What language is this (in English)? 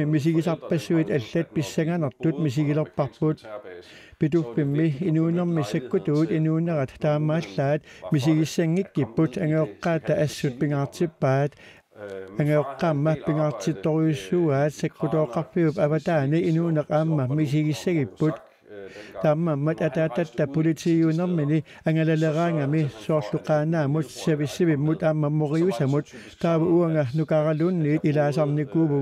Kalaallisut